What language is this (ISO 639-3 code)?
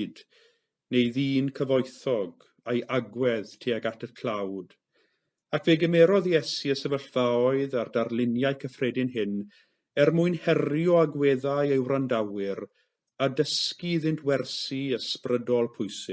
cym